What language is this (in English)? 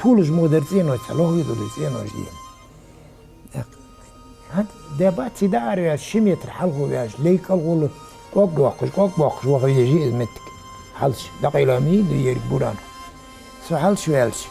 Ingush